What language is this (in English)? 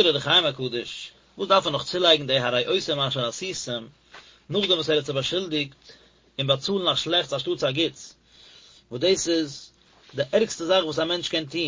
Yiddish